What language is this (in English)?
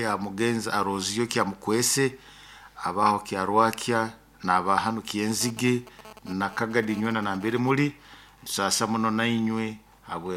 Nyoro